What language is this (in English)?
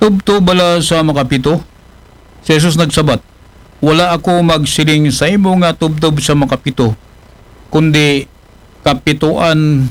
Aklanon